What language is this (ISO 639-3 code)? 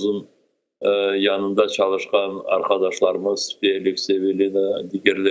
crh